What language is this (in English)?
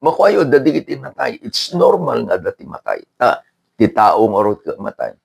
Iloko